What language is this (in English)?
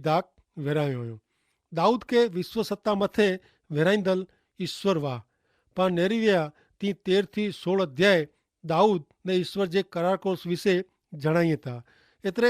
Kachhi